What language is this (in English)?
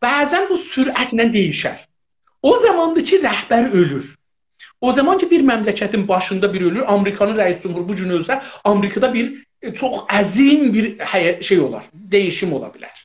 South Azerbaijani